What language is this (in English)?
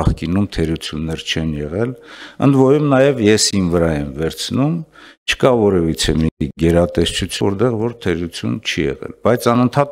Armenian